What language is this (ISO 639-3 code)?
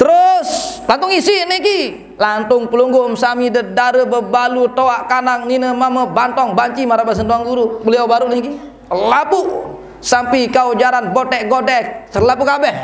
sas